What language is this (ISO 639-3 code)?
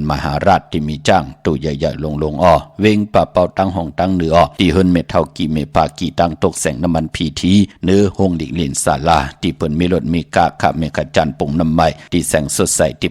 shn